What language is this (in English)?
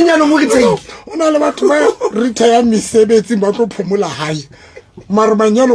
Southern Sotho